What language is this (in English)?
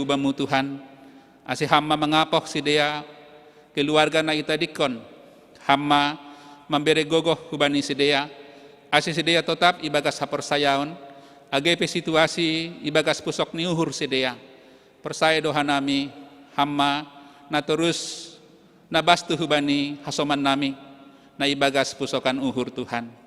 Batak Simalungun